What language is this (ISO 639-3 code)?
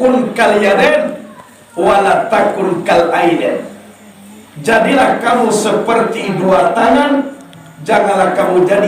min